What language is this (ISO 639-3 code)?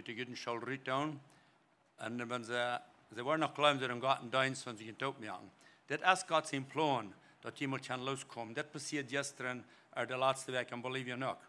pdt